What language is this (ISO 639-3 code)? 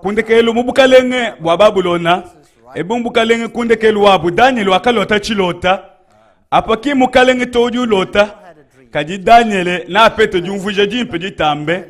lua